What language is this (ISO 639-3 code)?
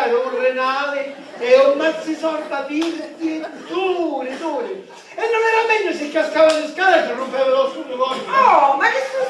scn